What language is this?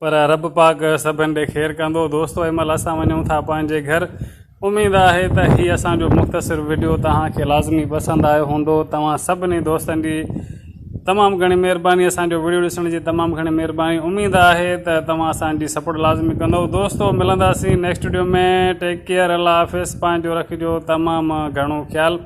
Sindhi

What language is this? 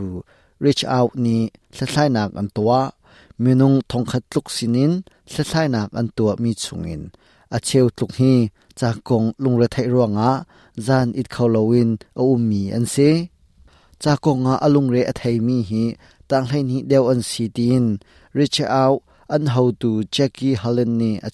Hakha Chin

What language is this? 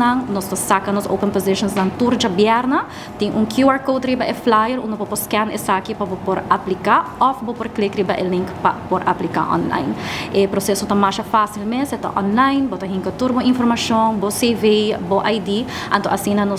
Papiamento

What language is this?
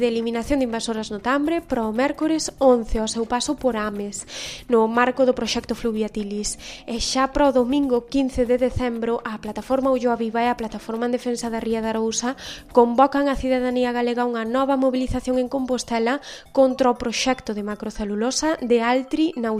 Galician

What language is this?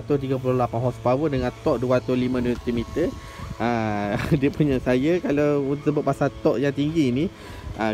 Malay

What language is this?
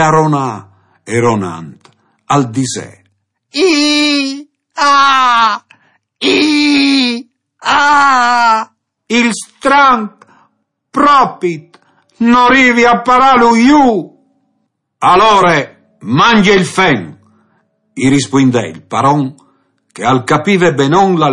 Friulian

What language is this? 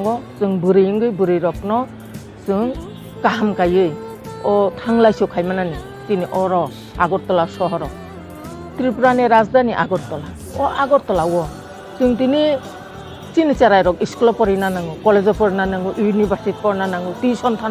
Kok Borok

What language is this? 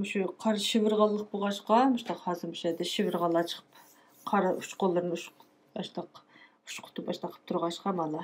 Uyghur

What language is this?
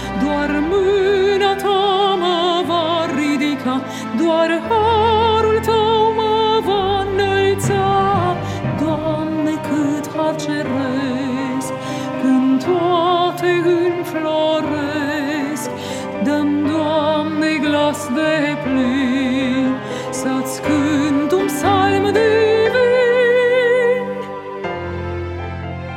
Romanian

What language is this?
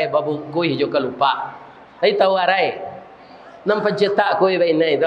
Minangkabau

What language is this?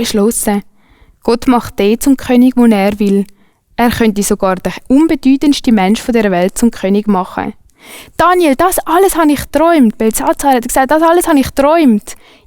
Swiss German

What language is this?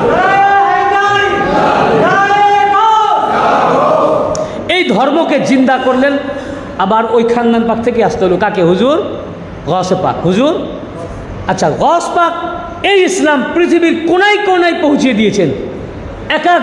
Bangla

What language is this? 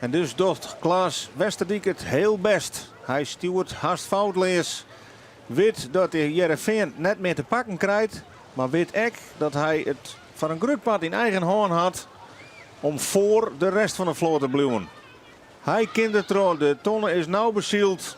Western Frisian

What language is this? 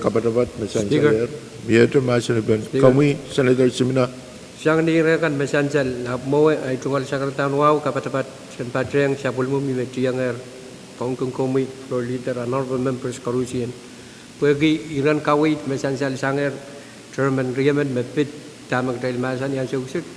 Pohnpeian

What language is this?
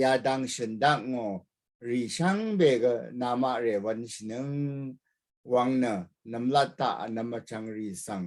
Rawang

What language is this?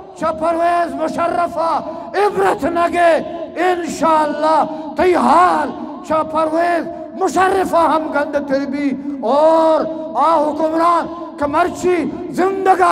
Eastern Balochi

